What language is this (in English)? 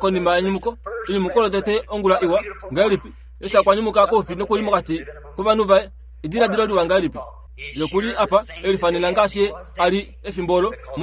Kuanyama